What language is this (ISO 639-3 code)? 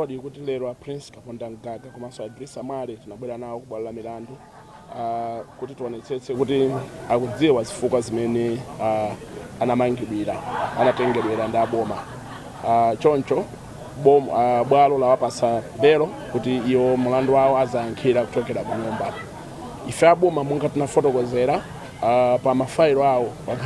nya